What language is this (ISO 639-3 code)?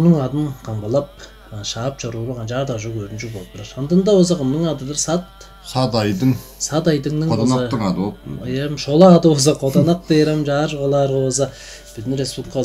tyv